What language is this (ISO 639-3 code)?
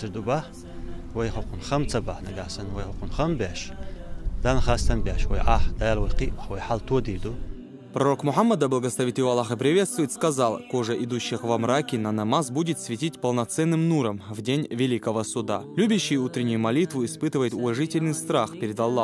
che